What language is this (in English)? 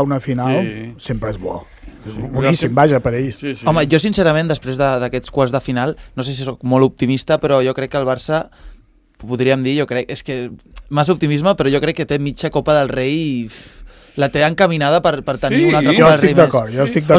Catalan